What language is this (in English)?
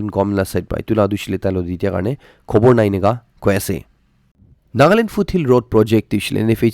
Naga Pidgin